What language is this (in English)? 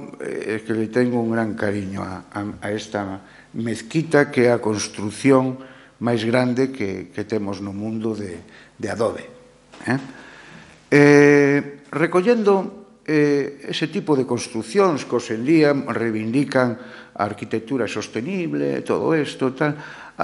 Galician